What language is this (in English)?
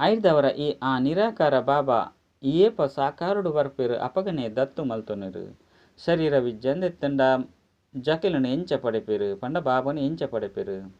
Tulu